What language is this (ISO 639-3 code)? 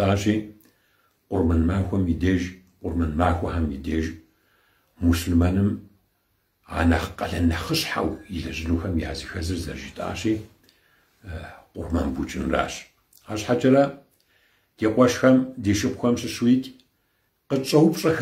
kbd